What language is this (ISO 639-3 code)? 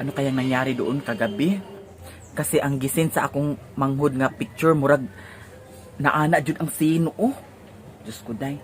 ceb